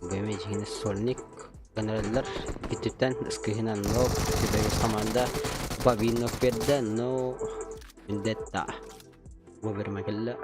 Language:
Yakut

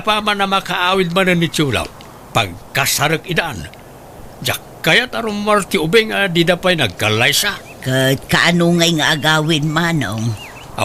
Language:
Iloko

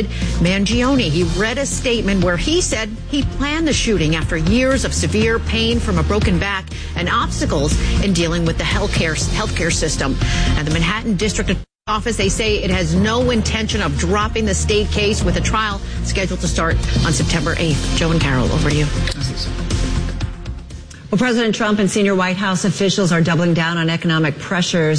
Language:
English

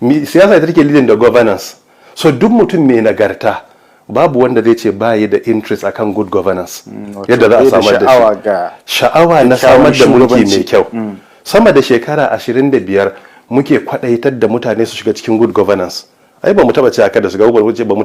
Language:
Hausa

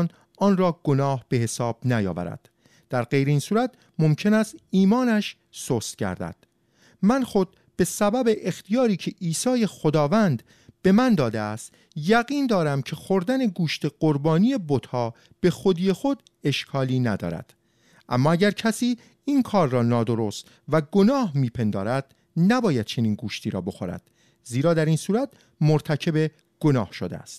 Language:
Persian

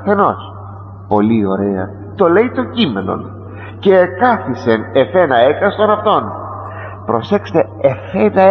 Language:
Greek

